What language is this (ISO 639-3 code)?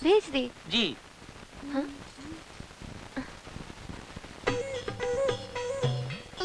bho